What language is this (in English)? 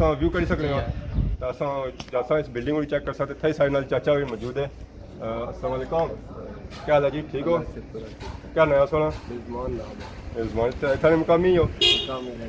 Pahari-Potwari